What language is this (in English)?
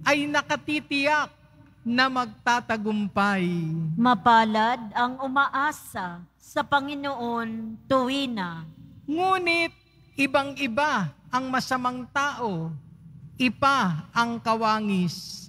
Filipino